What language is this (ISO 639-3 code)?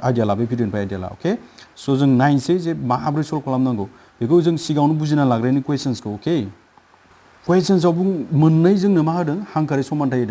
brx